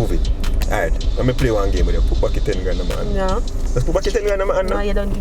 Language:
Jamaican Creole English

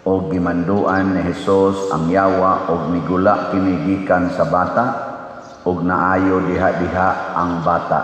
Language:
Cebuano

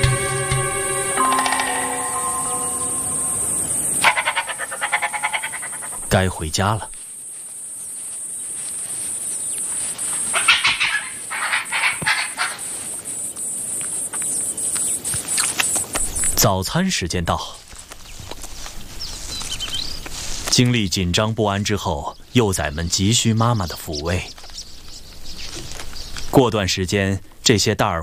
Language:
Chinese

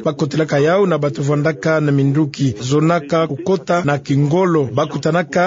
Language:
Kituba (Democratic Republic of Congo)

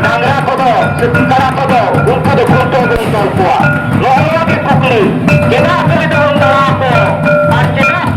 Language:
Santali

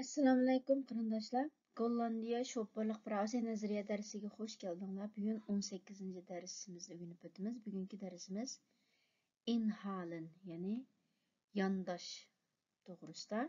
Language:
Uyghur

